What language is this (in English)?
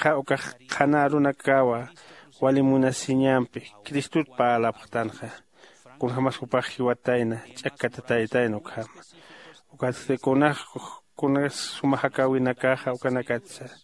Aymara